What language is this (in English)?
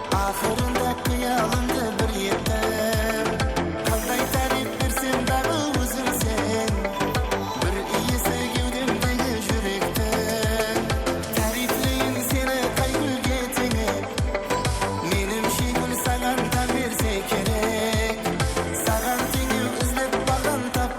Kara-Kalpak